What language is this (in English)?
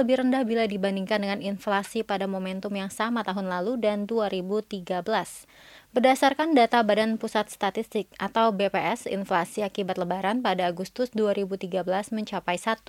Indonesian